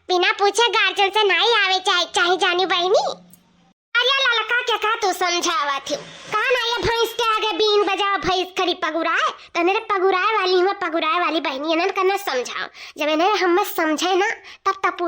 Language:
Awadhi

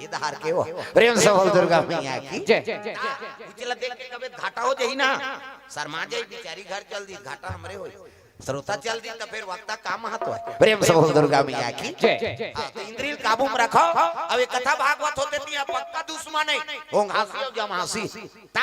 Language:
Chhattisgarhi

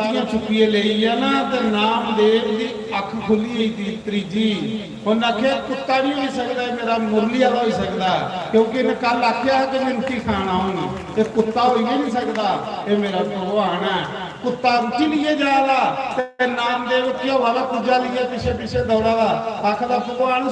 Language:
Dogri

